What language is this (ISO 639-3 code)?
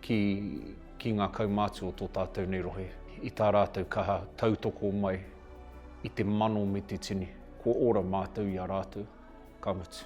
mri